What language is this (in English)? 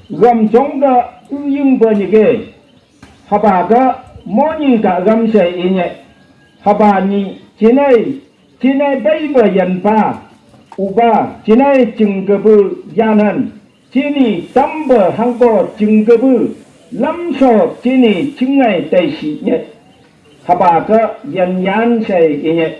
Phom Naga